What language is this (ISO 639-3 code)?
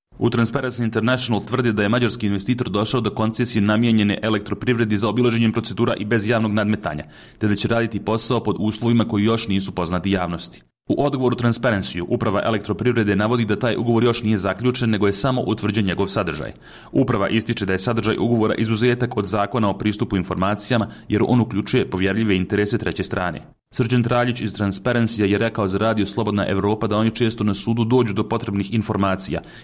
bos